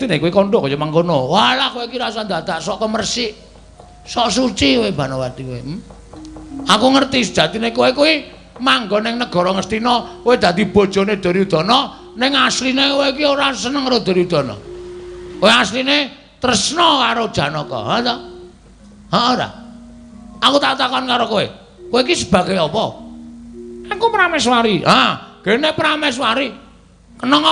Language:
Javanese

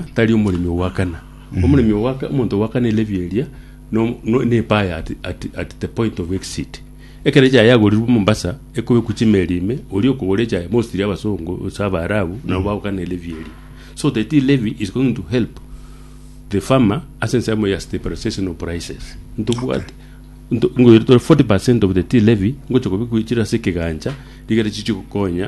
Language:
Gusii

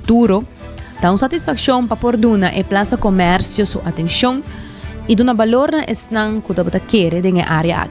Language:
Papiamento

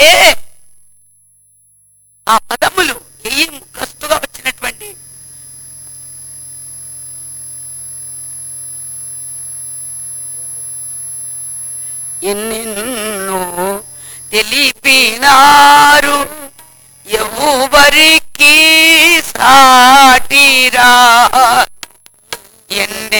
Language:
Telugu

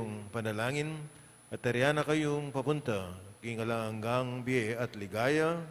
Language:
Pampanga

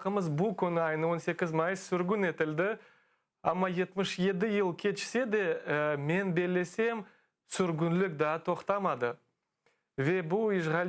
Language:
Crimean Tatar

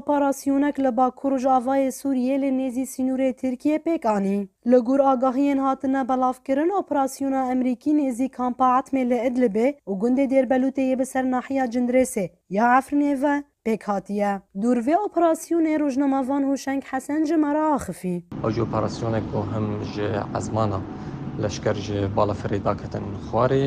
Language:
Kurdish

